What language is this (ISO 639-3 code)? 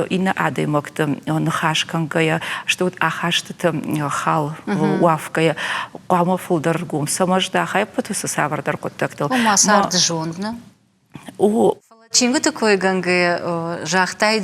oss